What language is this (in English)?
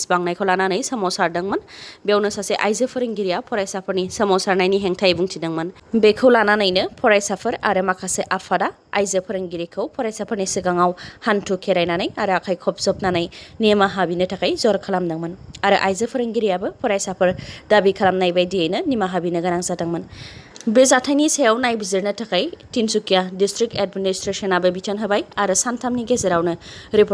Bodo